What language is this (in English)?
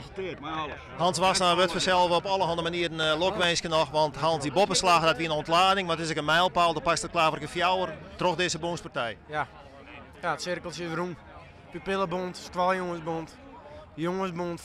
Western Frisian